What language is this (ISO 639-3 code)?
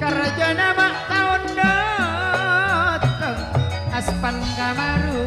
mad